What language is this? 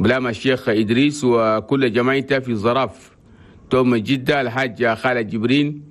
Chadian Arabic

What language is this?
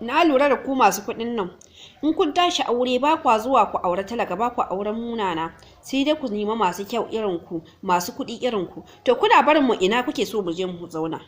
Hausa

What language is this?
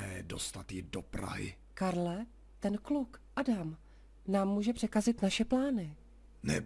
Czech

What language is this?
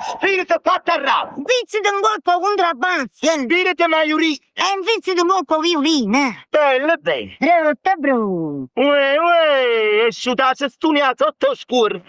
Neapolitan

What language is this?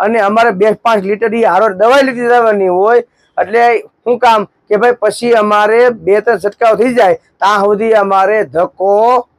Gujarati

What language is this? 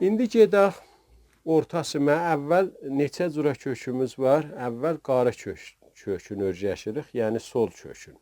South Azerbaijani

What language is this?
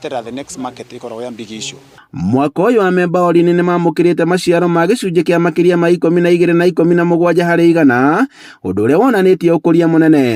Kikuyu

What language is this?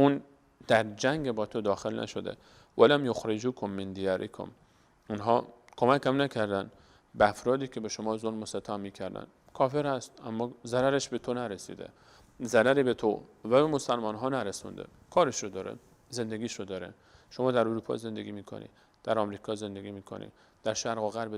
Persian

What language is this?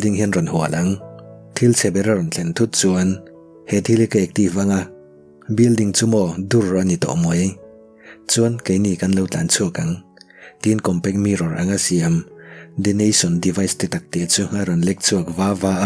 Mizo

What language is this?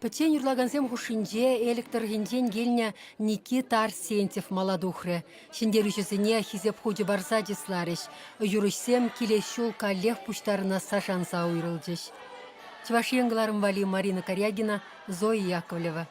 Chuvash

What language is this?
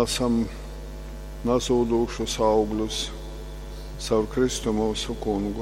Latgalian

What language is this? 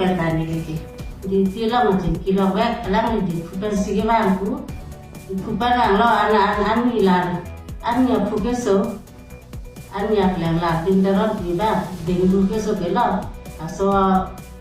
Karbi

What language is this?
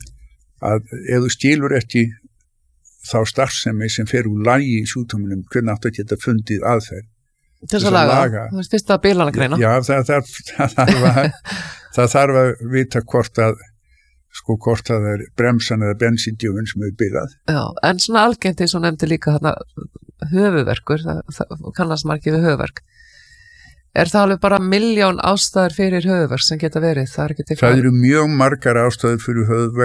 Icelandic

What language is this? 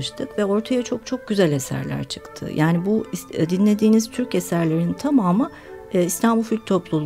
Turkish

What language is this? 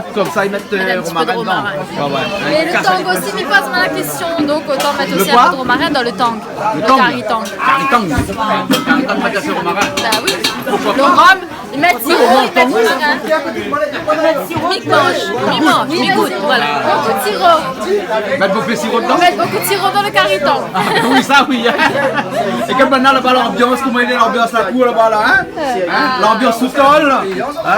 Réunion Creole French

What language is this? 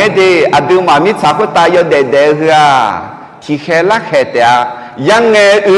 Akha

